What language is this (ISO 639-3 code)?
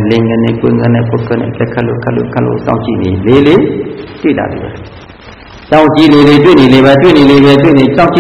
mya